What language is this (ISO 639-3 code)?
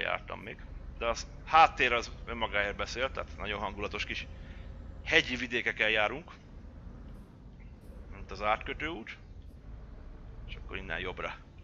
hun